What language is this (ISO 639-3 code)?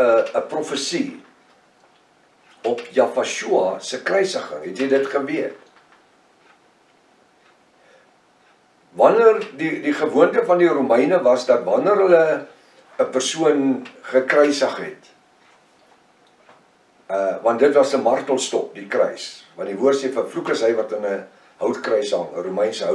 afr